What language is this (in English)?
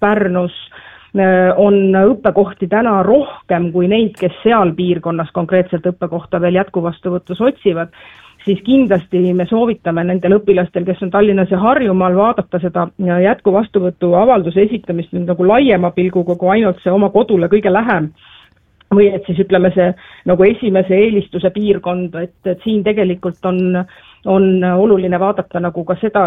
Estonian